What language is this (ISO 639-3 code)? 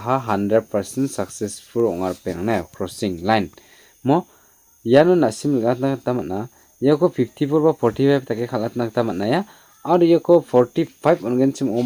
grt